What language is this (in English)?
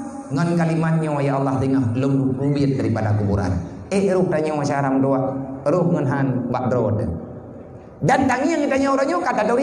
Achinese